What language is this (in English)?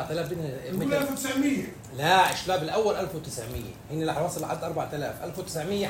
North Levantine Arabic